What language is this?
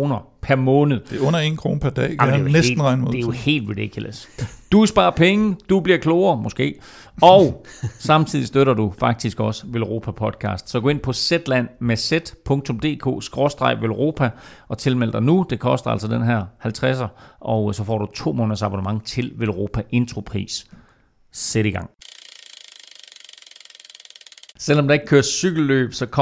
Danish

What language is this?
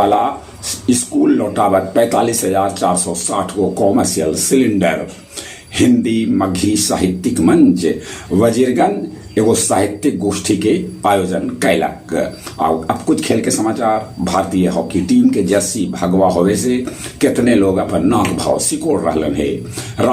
Magahi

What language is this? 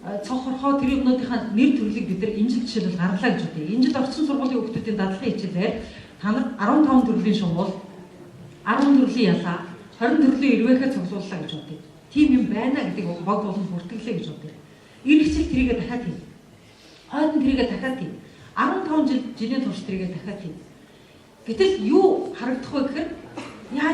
Mongolian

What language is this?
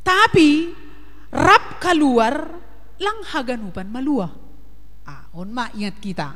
Batak Simalungun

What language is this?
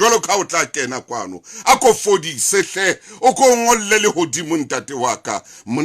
Southern Sotho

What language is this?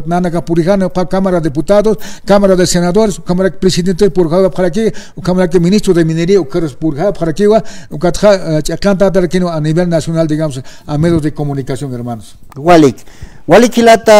Aymara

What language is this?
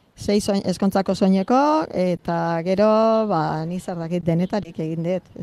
Basque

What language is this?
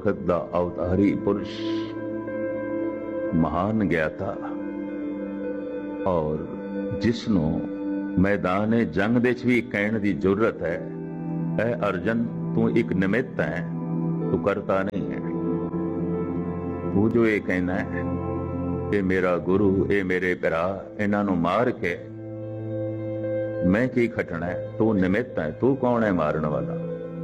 Punjabi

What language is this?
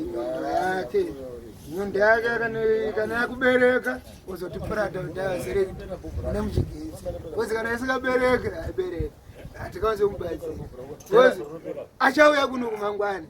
Shona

